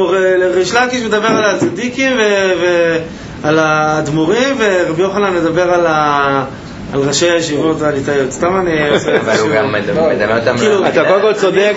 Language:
Hebrew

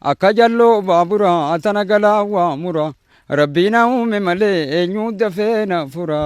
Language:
Oromo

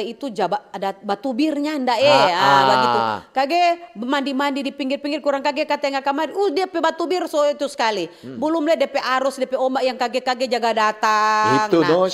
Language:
Manado Malay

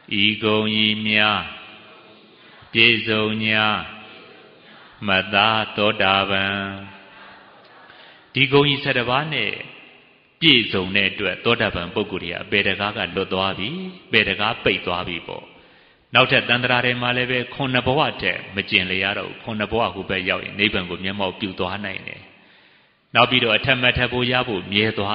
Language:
Burmese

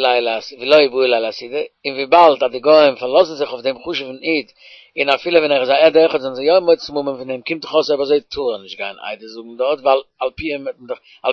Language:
Yiddish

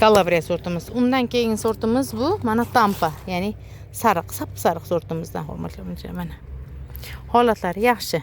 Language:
Uzbek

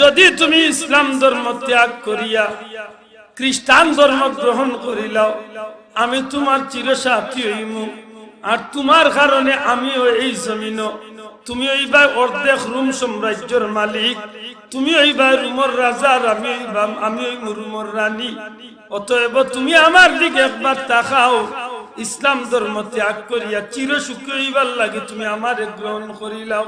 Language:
Sylheti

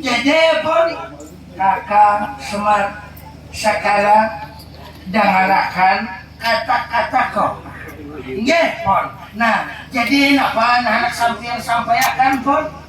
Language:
Banjar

